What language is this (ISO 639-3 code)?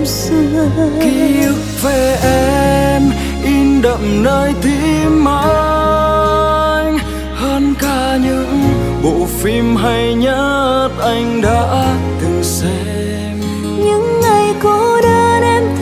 vie